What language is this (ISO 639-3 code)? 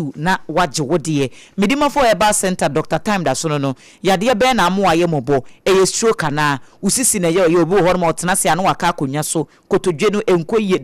aka